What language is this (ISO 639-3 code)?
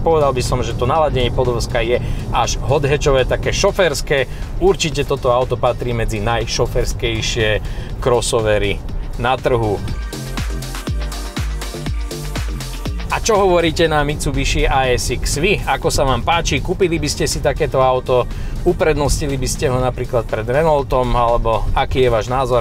slk